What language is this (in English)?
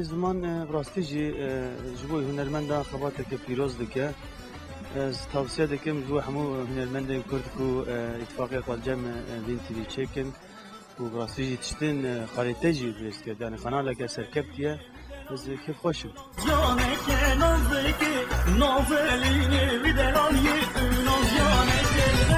Kurdish